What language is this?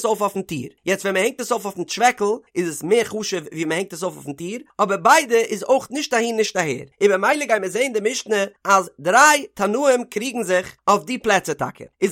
Yiddish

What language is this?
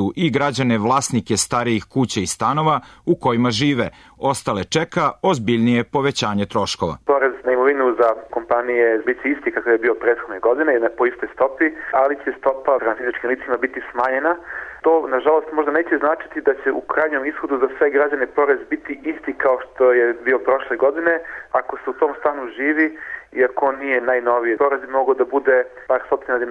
Serbian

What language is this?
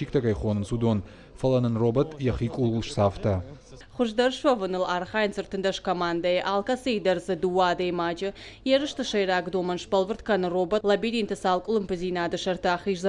Ossetic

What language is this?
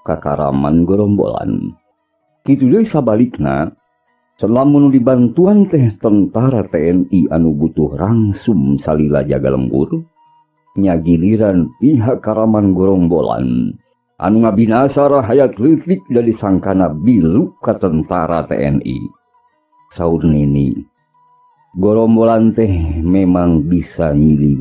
Sundanese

